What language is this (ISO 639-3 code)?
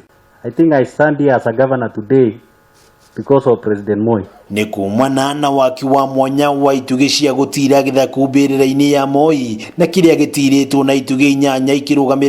kik